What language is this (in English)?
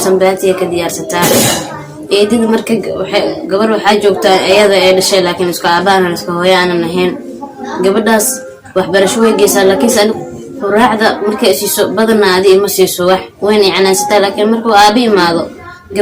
Somali